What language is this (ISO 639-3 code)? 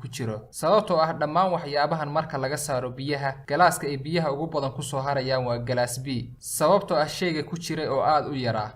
som